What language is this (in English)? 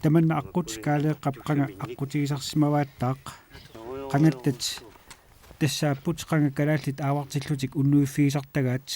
Kalaallisut